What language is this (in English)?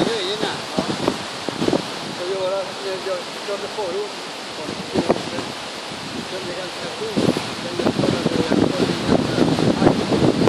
Swedish